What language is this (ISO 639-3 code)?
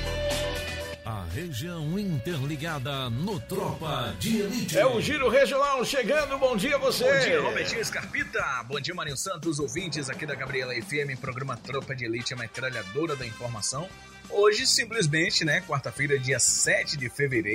por